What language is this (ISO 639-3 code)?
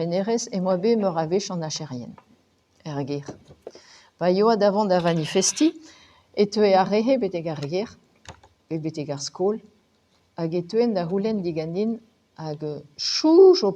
bre